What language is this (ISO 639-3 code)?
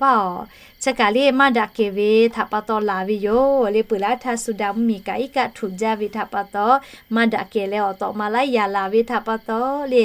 lhu